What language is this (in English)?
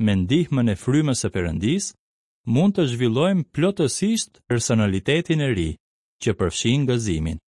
Albanian